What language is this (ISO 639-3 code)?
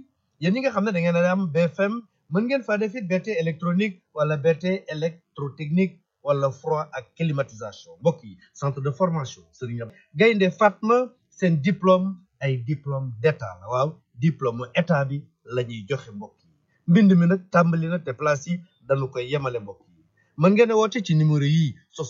wol